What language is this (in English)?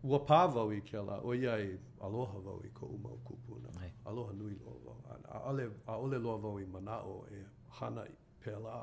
Hawaiian